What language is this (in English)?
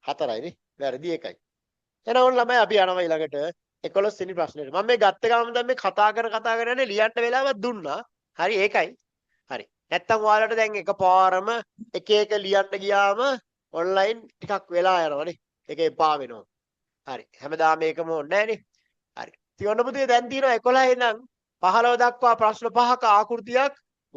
Sinhala